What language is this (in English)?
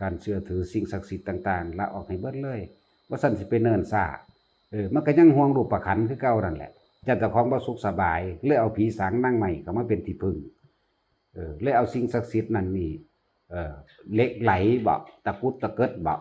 Northeastern Thai